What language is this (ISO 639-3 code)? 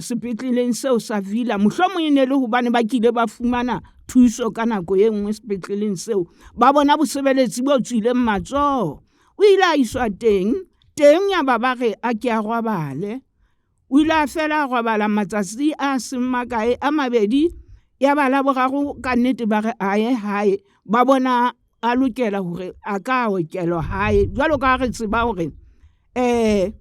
sot